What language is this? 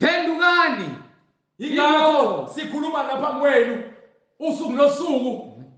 Zulu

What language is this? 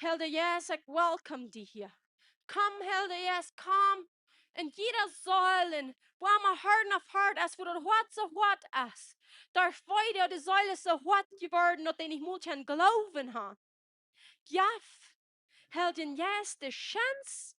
Plautdietsch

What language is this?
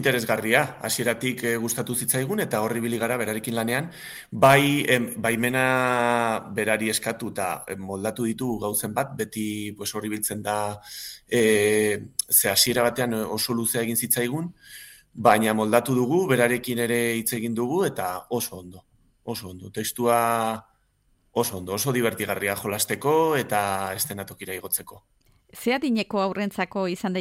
Basque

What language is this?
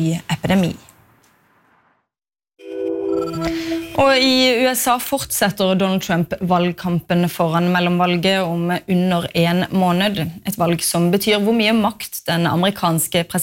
Norwegian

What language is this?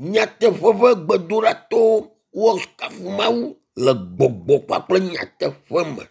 Ewe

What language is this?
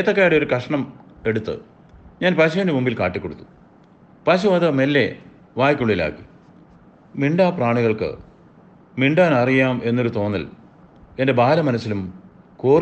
Malayalam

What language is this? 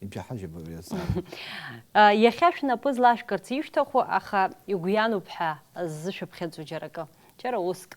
Abkhazian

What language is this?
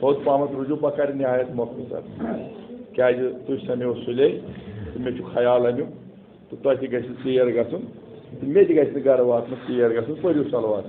Kashmiri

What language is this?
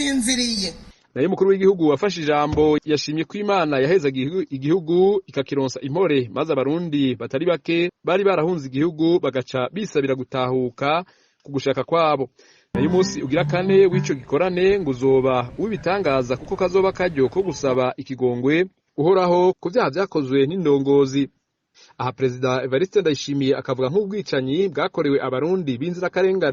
Rundi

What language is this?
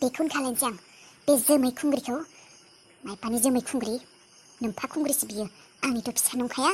Bodo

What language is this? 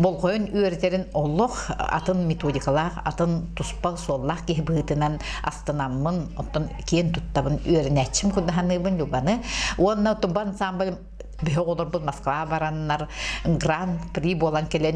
Yakut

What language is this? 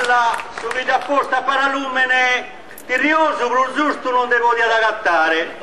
Sardinian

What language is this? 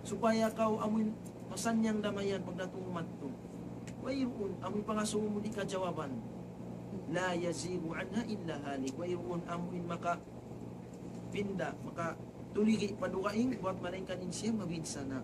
Tausug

